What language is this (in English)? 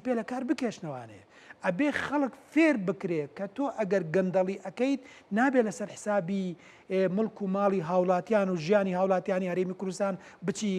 Central Kurdish